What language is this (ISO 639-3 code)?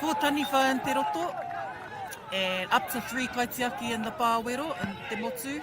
mri